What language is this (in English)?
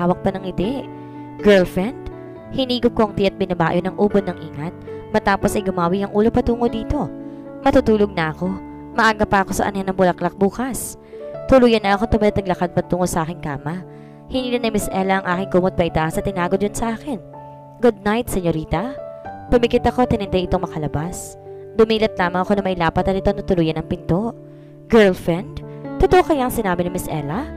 Filipino